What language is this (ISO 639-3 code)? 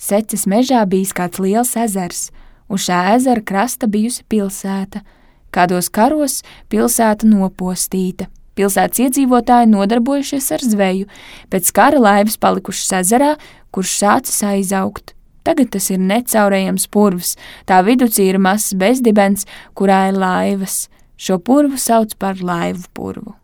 lav